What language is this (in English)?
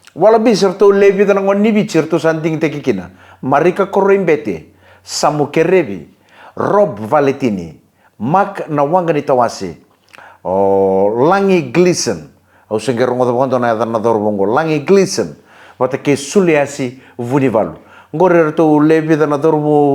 Fijian